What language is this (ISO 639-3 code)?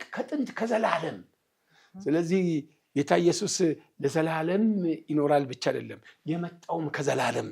amh